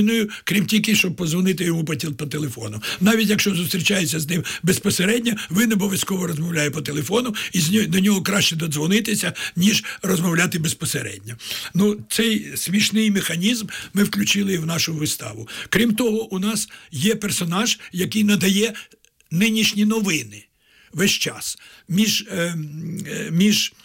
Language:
Ukrainian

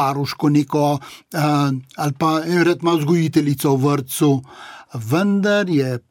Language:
Slovenian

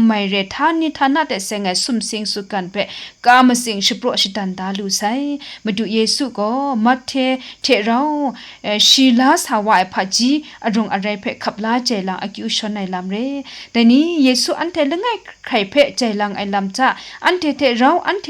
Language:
Kachin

